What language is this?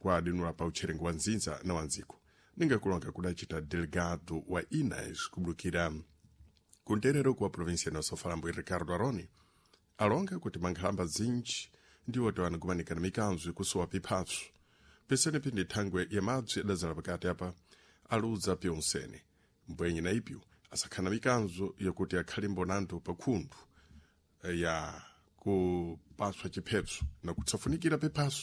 Sena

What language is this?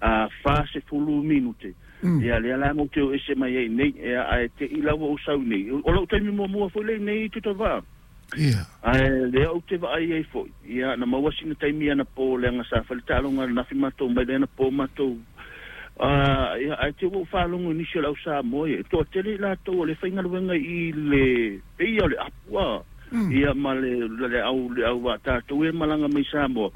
Samoan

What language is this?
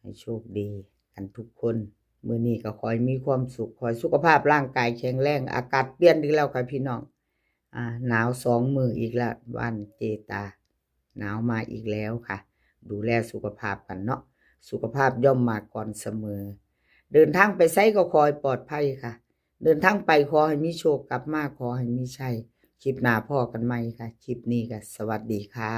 Northeastern Thai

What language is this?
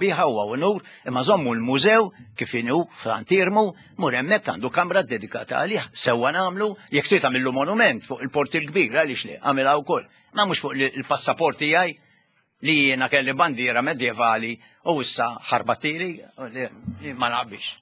Maltese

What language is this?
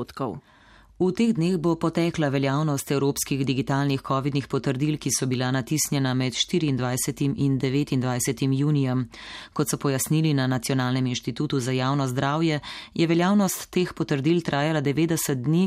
Slovenian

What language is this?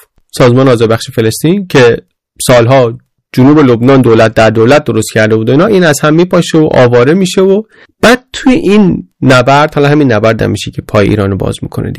Persian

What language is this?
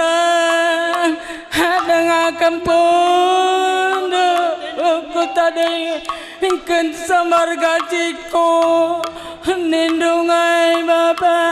Batak Karo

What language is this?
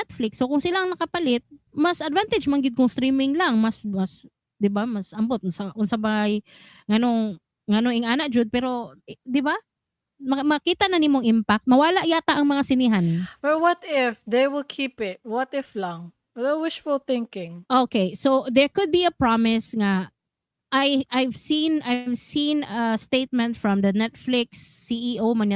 Cebuano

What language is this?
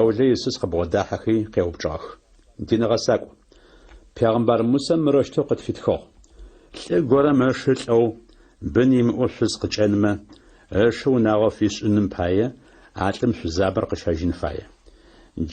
Adyghe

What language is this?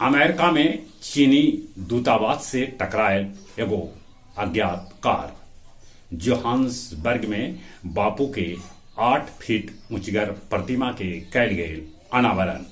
Magahi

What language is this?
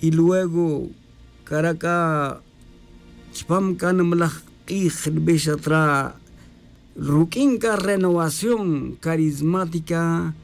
Tz'utujil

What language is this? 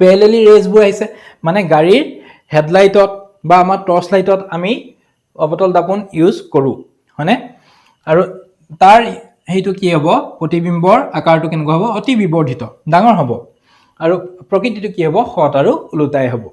Assamese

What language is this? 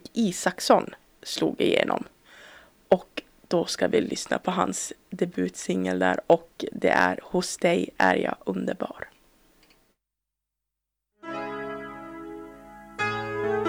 Swedish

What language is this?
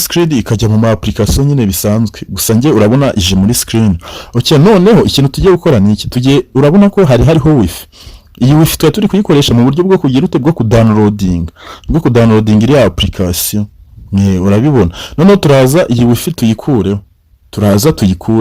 Kinyarwanda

